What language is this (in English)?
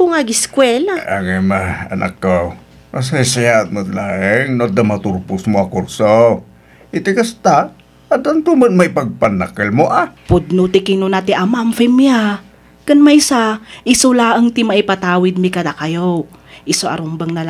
Iloko